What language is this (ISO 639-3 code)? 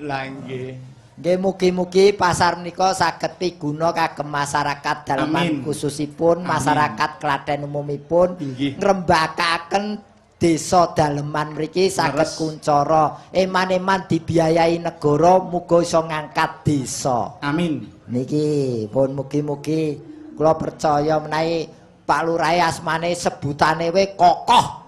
jav